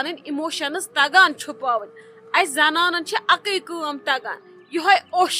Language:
Kashmiri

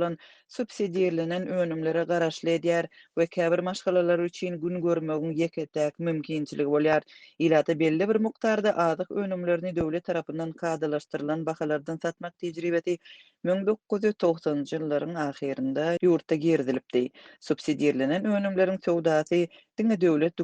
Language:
Turkmen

